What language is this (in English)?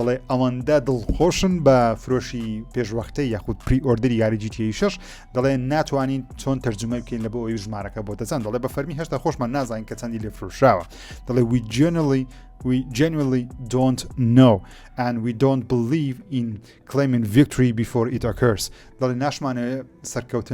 Central Kurdish